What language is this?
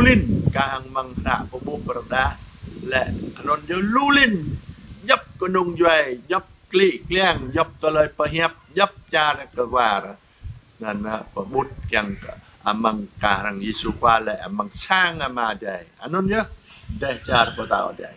Jarai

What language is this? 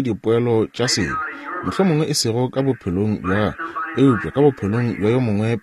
Northern Sotho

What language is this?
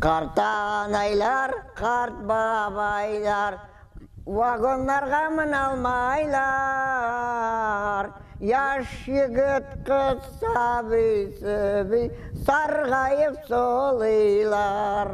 Crimean Tatar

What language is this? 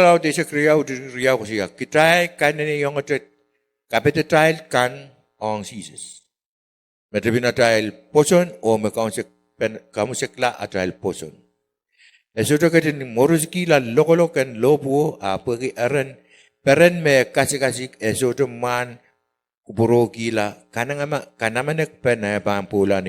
Pohnpeian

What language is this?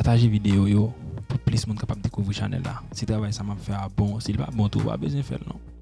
Haitian Creole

